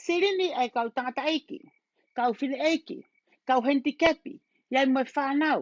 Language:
Tongan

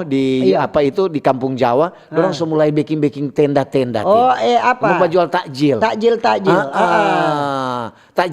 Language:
Manado Malay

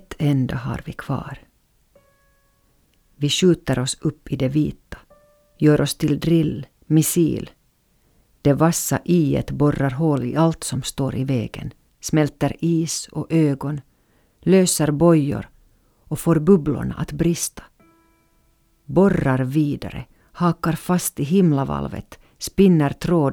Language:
Swedish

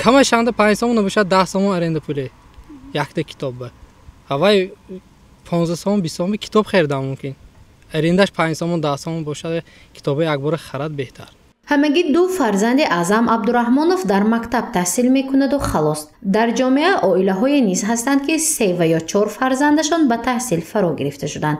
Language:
Tajik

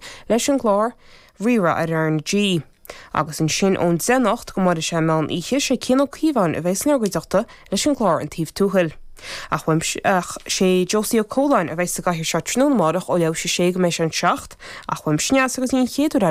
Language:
Irish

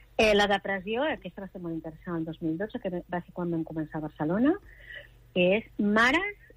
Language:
Catalan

